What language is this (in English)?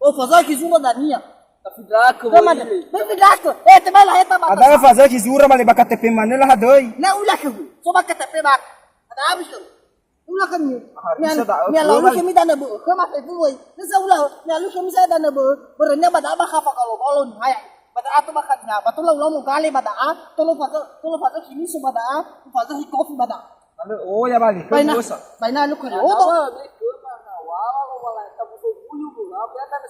Nias